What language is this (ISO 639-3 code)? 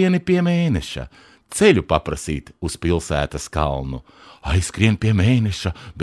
lav